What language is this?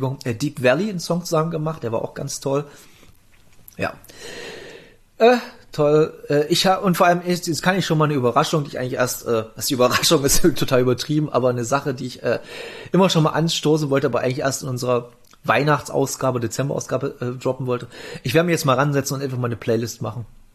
German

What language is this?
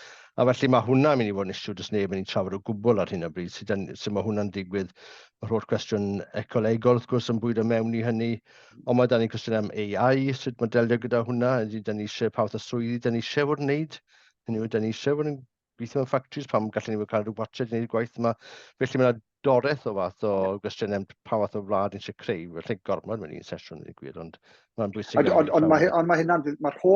Welsh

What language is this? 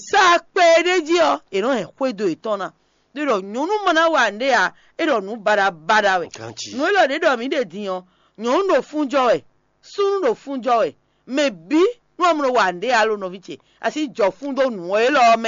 Fon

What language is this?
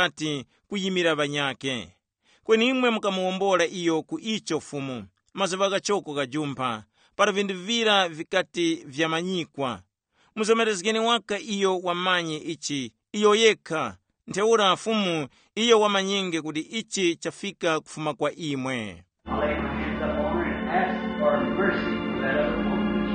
Tumbuka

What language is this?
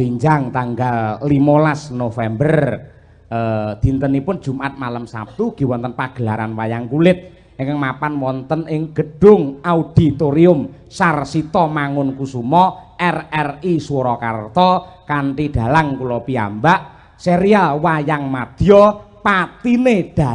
Javanese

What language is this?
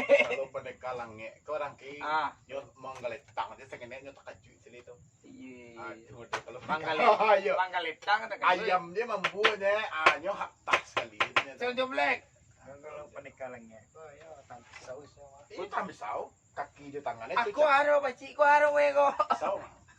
Minangkabau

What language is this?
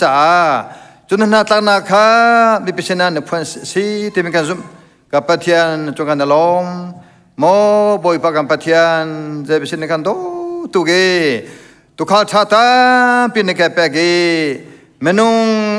Hakha Chin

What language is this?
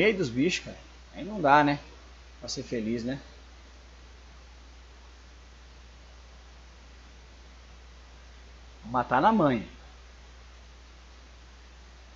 Portuguese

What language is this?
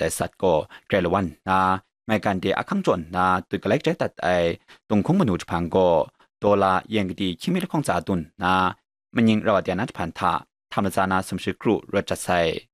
Kachin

